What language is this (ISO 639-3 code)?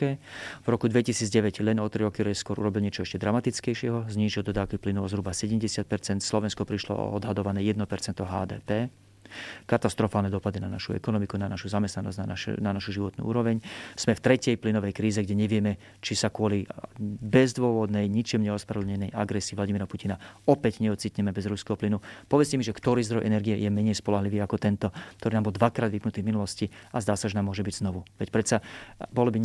slk